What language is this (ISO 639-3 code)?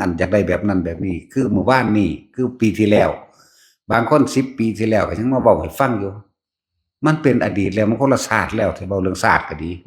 tts